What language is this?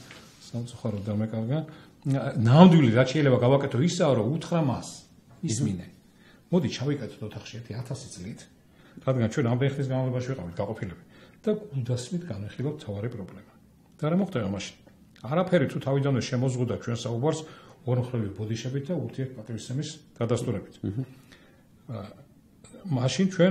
Georgian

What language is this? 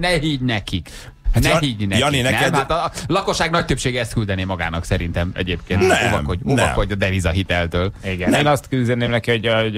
Hungarian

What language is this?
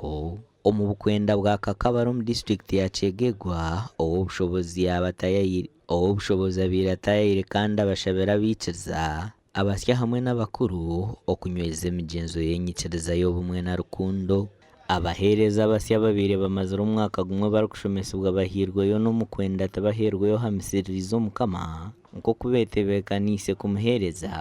Nyankole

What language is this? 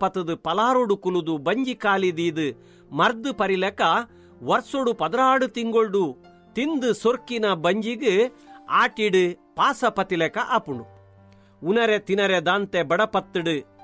Tulu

